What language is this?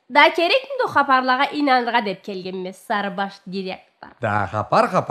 Karachay-Balkar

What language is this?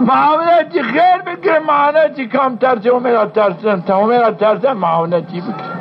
Zaza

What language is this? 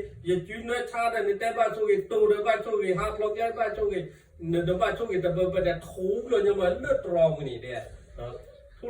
S'gaw Karen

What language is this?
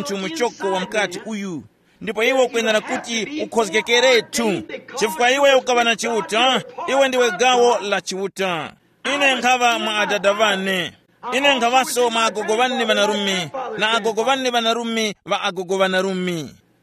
Tumbuka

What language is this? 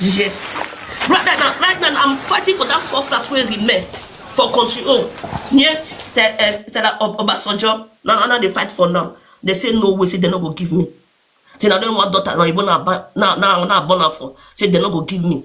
Nigerian Pidgin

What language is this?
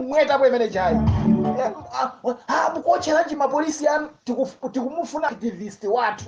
Nyanja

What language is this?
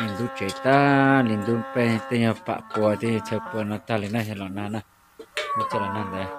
Hmong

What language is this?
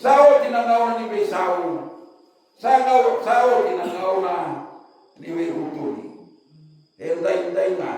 Fijian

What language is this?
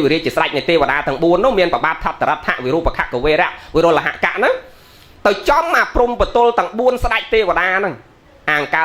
Khmer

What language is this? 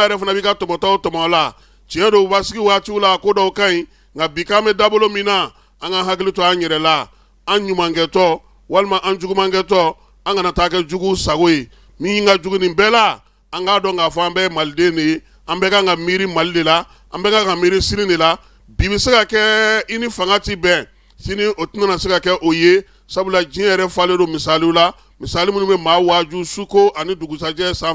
Bambara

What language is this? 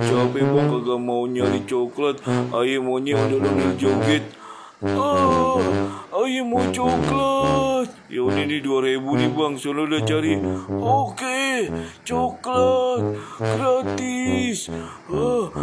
Betawi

